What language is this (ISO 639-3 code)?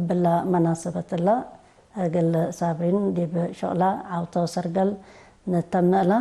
tig